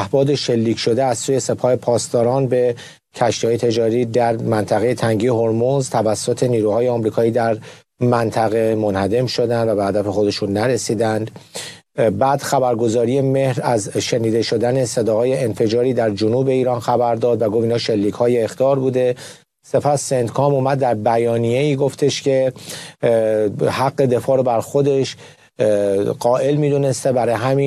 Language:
Persian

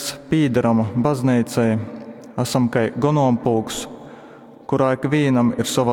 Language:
Latgalian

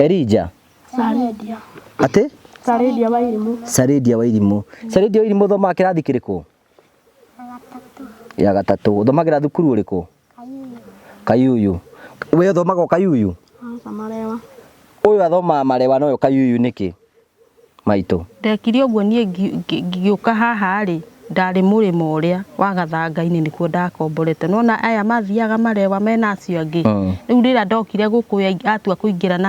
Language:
Kikuyu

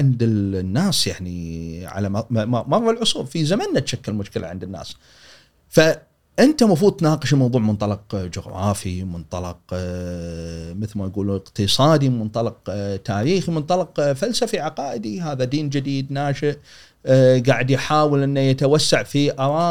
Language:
Gulf Arabic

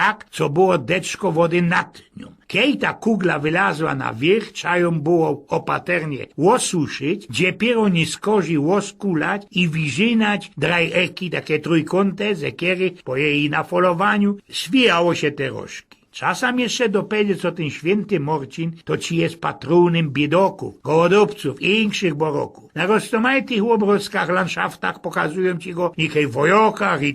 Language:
Silesian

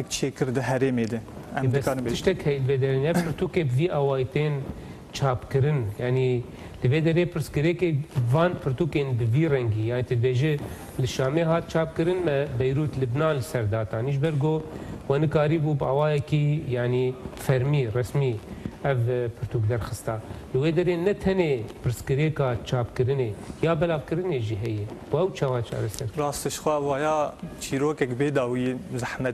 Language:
Kurdish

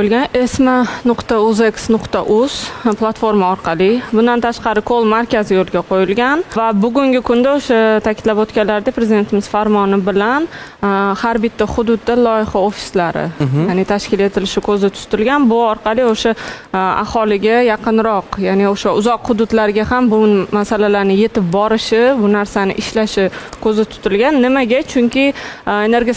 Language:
Uzbek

